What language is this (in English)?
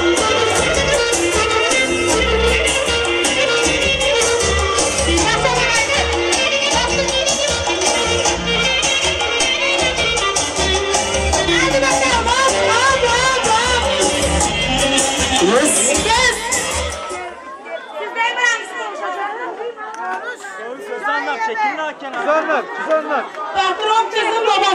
Turkish